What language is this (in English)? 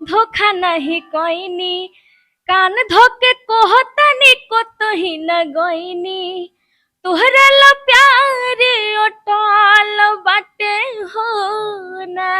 Bhojpuri